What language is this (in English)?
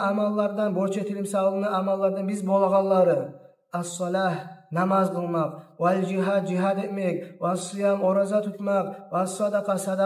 Kumyk